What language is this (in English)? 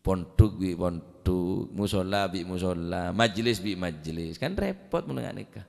Madurese